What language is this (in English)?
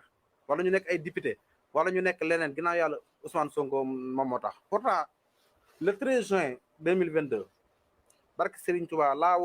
Wolof